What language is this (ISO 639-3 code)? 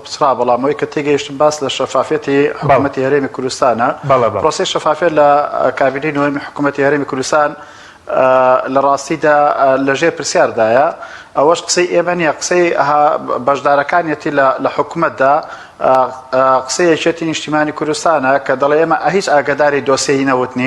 ckb